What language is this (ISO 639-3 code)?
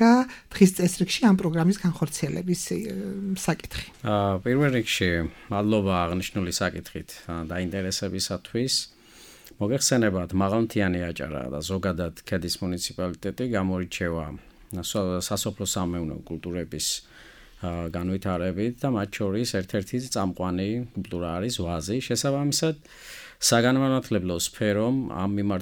kat